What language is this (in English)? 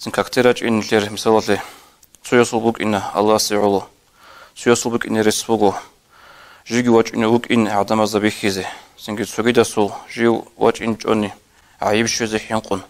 Avaric